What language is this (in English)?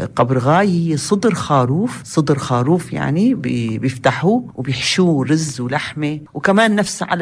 North Levantine Arabic